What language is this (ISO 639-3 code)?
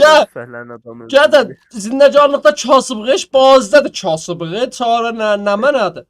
azb